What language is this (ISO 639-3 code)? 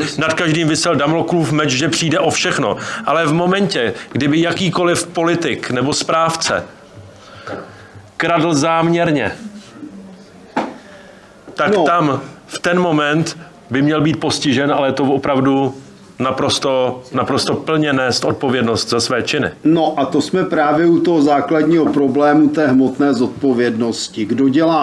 ces